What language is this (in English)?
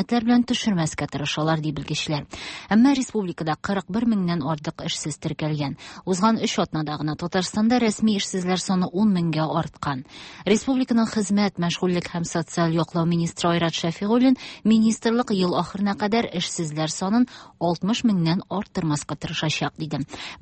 Tatar